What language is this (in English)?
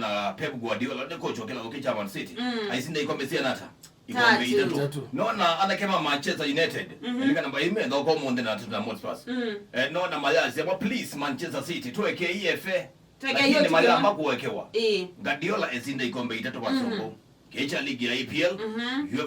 Kamba